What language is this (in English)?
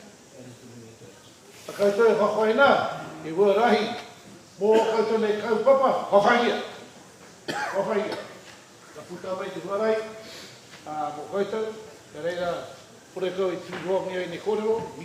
Māori